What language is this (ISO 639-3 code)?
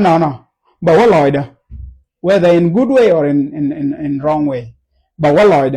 nus